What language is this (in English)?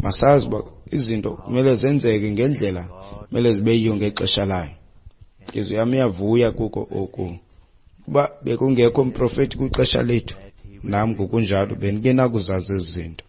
Xhosa